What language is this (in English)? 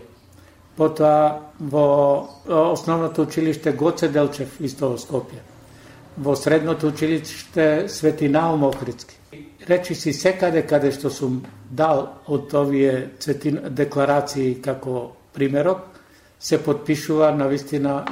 Macedonian